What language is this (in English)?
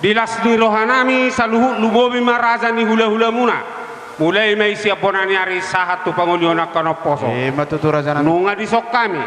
Batak Toba